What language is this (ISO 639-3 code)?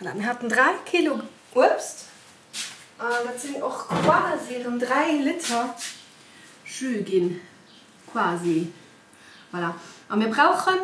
ltz